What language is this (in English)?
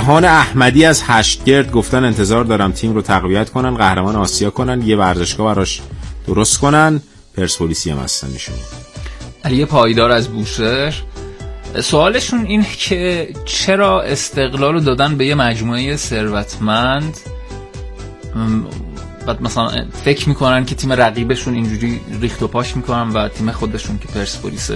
Persian